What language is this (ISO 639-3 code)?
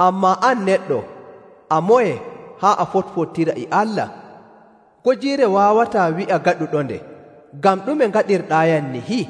fuv